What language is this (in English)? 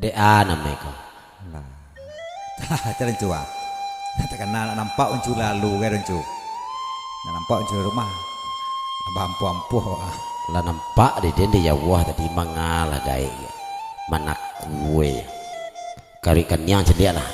Minangkabau